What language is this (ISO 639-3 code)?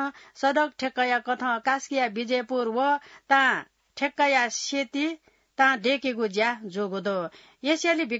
new